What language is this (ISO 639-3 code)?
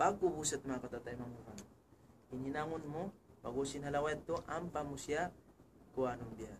tsg